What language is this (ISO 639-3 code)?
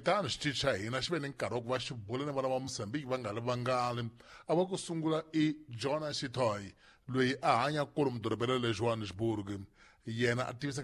tso